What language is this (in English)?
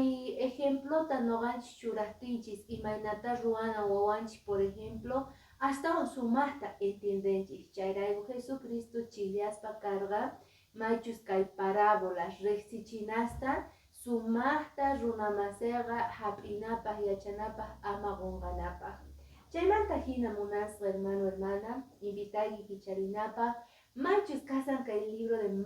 Quechua